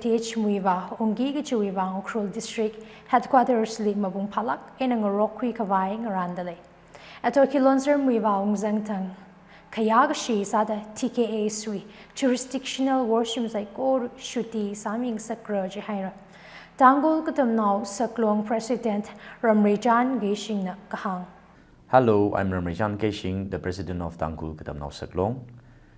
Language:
Tangkhul Naga (India)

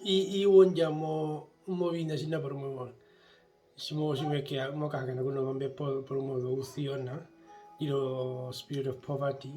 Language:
Herero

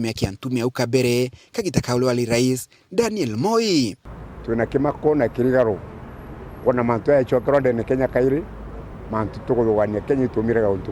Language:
Meru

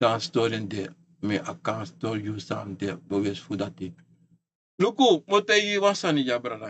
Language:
Sranan Tongo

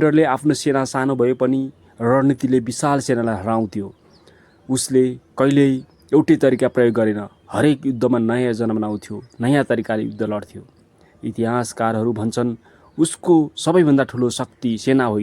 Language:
Nepali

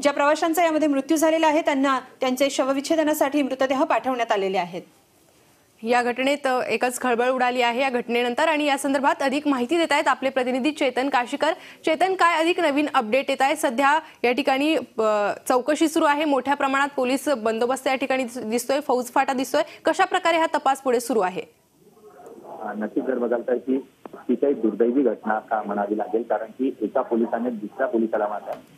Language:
Marathi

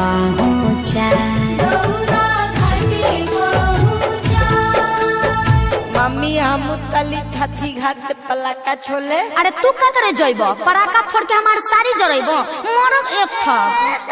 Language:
Bhojpuri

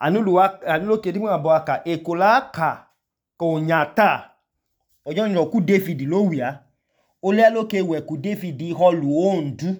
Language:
Idoma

